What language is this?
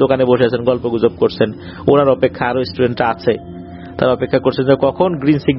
Bangla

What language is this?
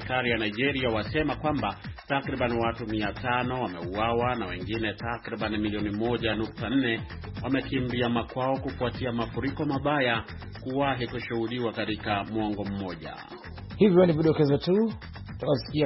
Swahili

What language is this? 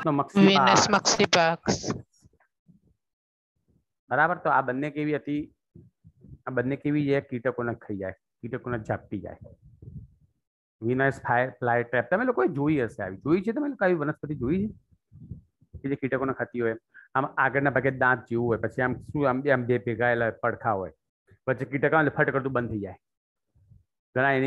Gujarati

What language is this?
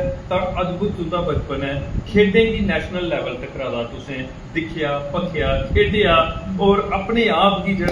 Dogri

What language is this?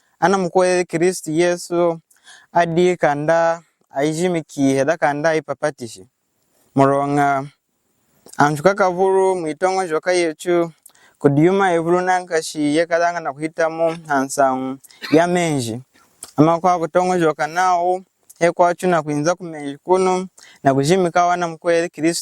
Lunda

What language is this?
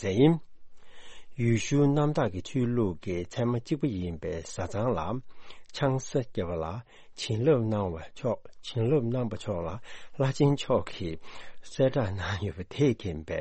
Tibetan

